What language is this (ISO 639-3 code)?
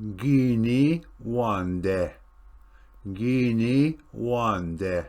oji